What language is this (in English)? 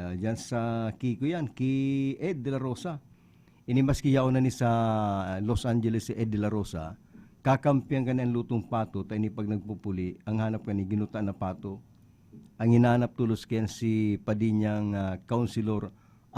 Bikol